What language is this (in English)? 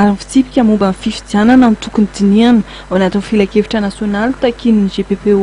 Malagasy